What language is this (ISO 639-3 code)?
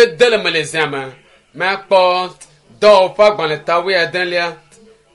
ewe